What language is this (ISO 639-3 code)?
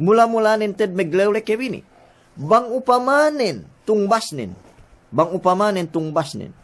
yka